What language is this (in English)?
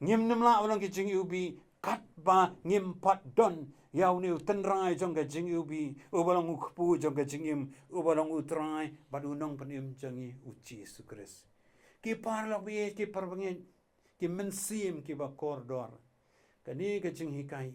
Khasi